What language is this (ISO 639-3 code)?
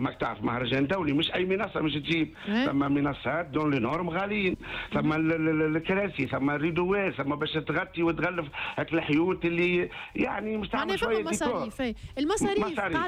aeb